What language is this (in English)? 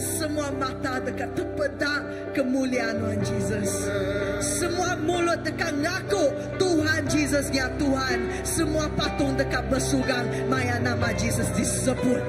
Iban